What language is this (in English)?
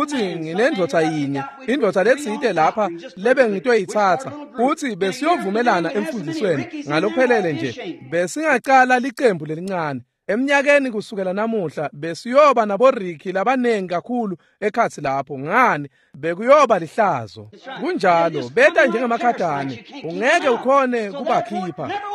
Swati